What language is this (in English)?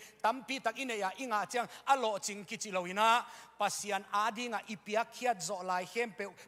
Tedim Chin